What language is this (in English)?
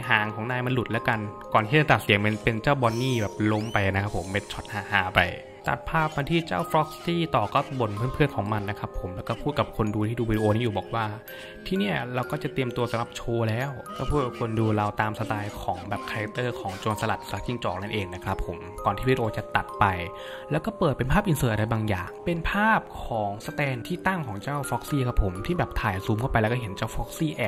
Thai